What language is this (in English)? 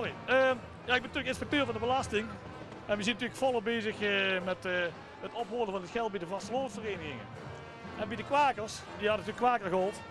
Limburgish